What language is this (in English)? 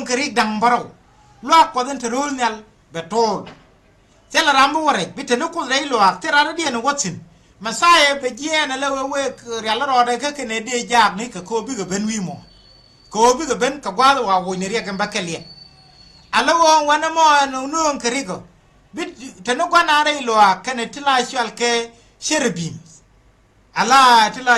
Nuer